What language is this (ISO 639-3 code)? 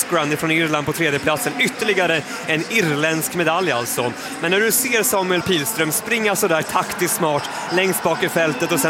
swe